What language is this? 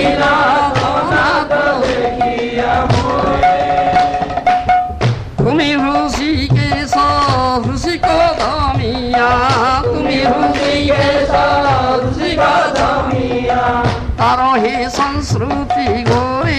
Odia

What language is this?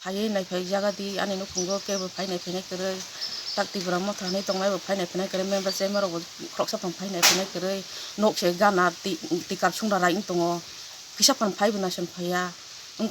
Kok Borok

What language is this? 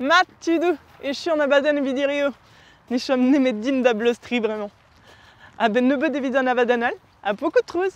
Breton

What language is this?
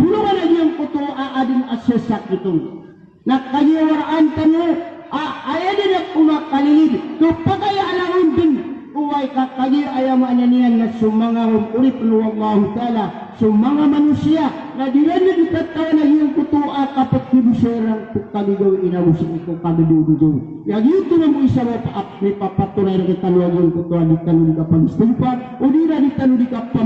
Maranao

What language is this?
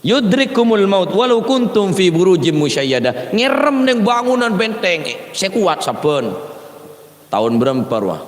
Madurese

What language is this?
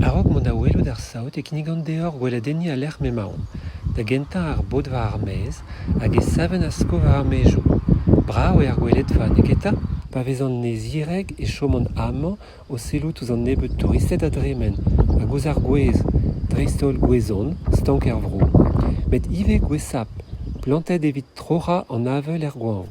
Breton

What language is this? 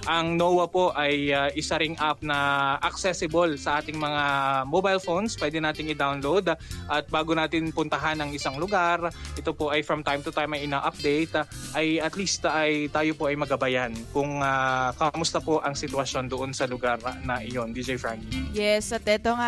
Filipino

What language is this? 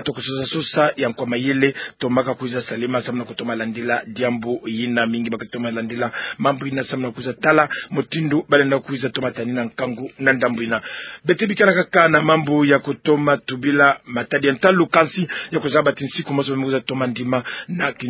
Kituba (Democratic Republic of Congo)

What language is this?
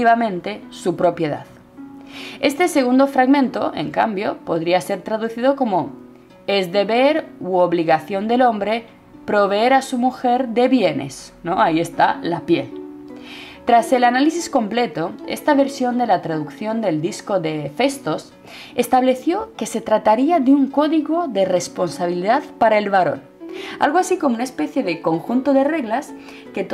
Spanish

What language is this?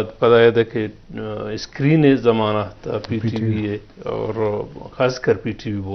Eastern Balochi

